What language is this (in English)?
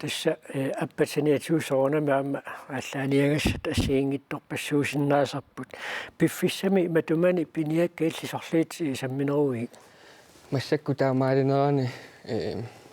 Kalaallisut